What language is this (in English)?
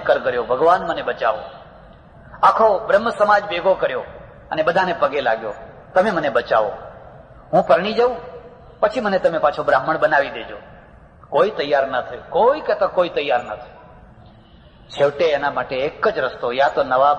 Gujarati